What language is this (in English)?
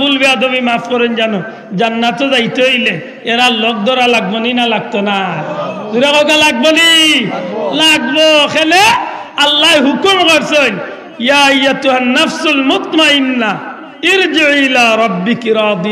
Sylheti